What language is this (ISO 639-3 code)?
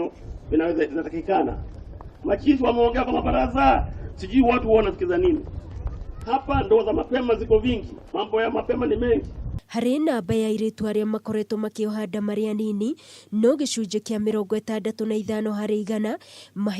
kik